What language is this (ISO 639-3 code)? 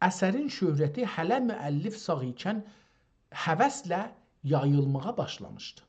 azb